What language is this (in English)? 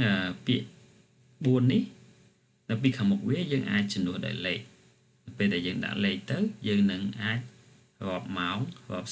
Khmer